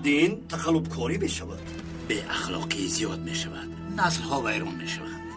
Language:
Tajik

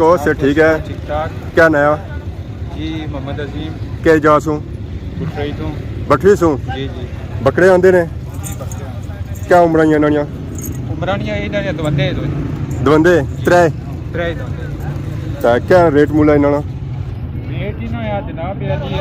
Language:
Pahari-Potwari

